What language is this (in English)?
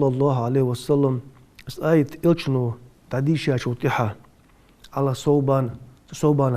Ingush